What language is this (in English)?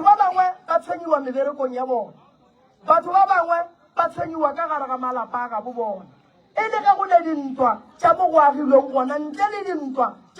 Northern Sotho